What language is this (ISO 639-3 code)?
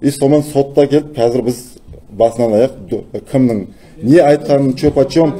kaz